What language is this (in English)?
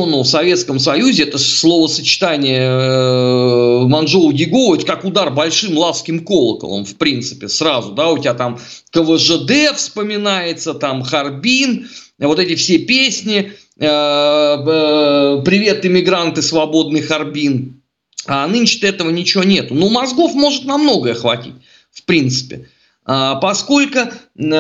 Russian